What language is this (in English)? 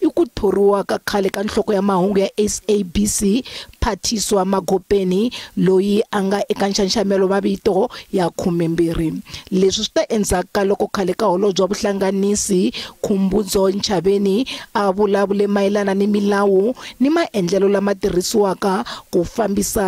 Tsonga